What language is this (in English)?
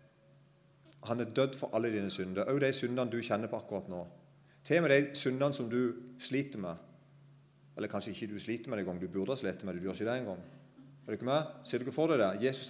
Norwegian